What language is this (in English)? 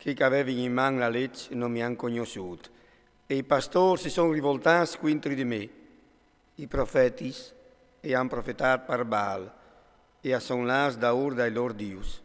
Friulian